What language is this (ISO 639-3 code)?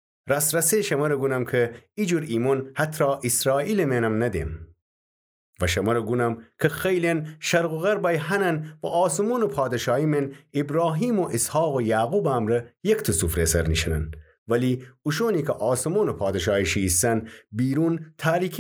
glk